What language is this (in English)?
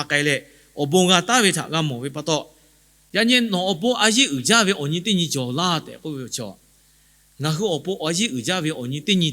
Lahu